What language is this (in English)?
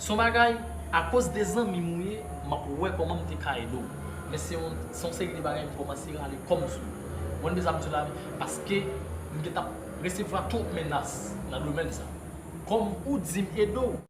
Haitian Creole